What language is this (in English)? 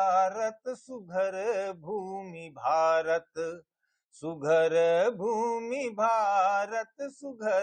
Bhojpuri